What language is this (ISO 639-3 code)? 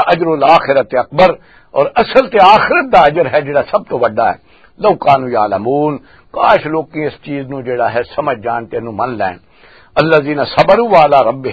lah